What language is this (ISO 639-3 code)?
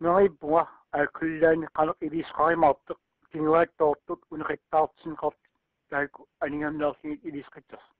kal